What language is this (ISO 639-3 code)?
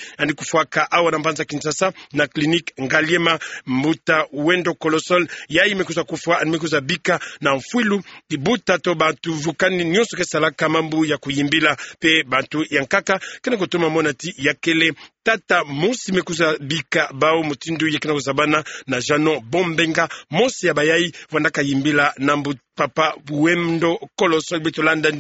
ktu